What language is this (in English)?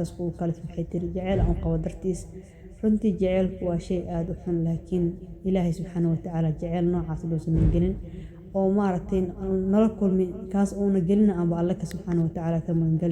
Somali